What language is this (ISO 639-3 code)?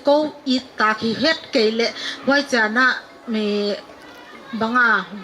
pck